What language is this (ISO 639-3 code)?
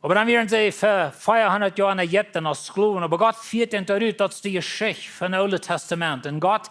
pdt